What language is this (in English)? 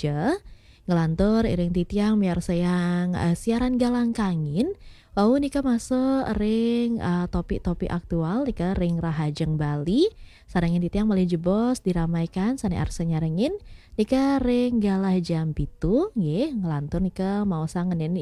Balinese